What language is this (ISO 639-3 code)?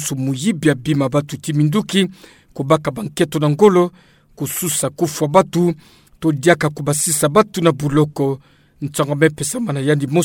ktu